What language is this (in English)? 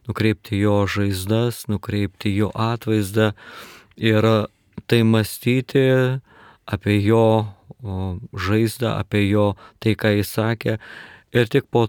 Lithuanian